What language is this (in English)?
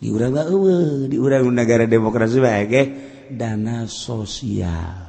Sundanese